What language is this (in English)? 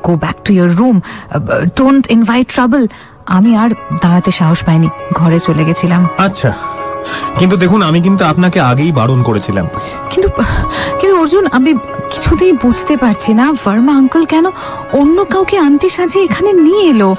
Bangla